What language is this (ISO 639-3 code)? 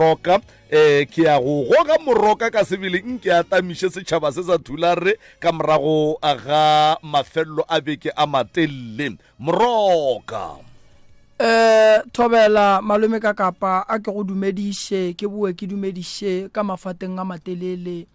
nso